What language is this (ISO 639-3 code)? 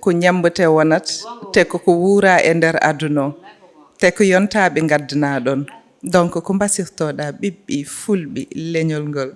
ful